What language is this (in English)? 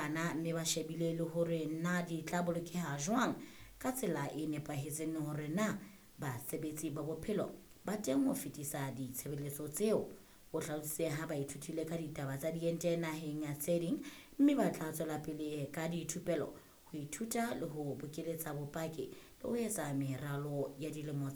Southern Sotho